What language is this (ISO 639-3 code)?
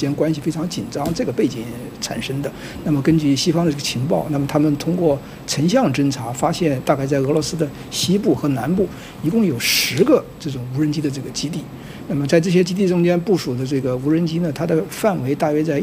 zho